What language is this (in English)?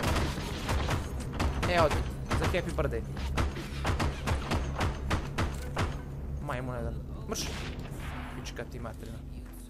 Serbian